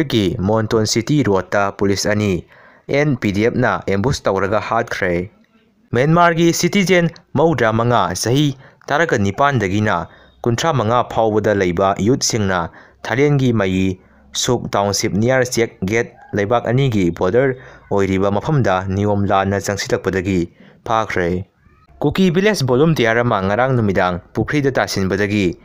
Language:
Manipuri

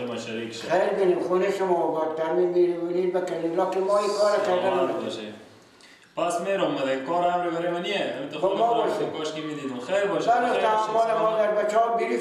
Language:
Persian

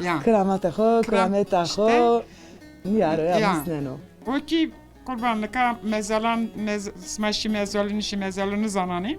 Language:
Zaza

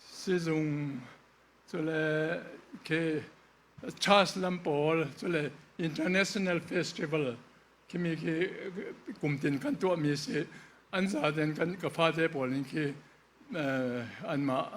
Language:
Falam Chin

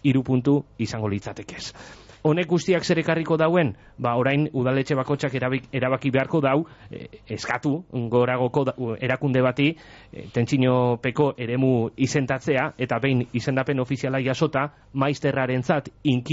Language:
Basque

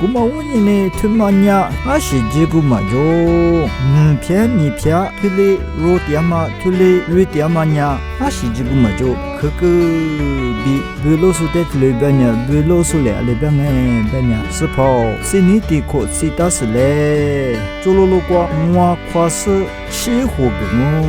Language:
Lisu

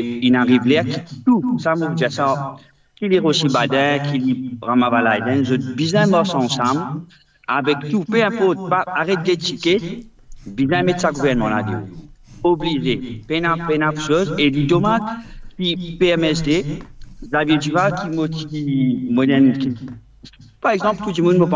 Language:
Morisyen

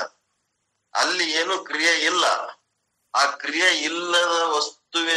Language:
Kannada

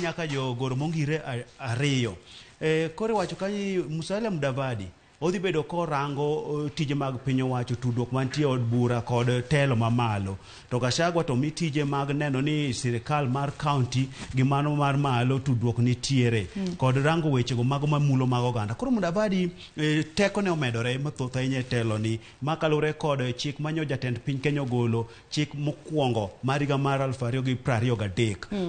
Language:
Luo (Kenya and Tanzania)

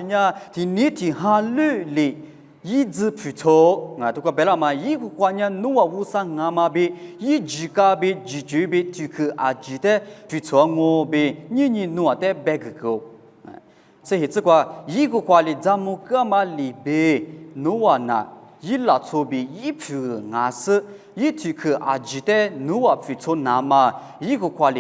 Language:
Lisu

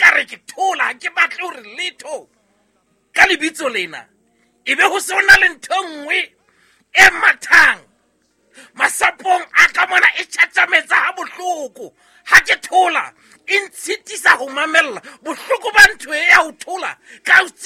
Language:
Southern Sotho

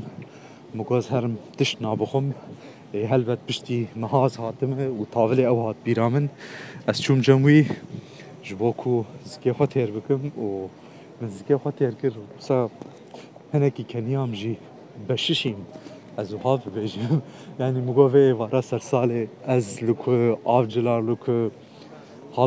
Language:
Kurdish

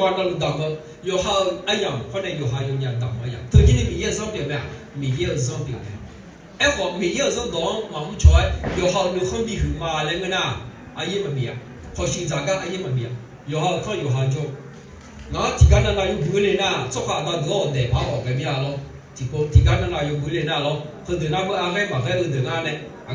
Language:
Akha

